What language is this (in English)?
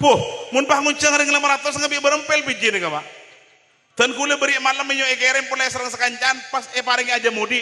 Madurese